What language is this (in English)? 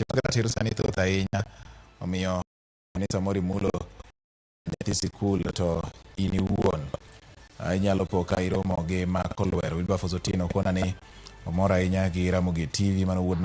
Luo (Kenya and Tanzania)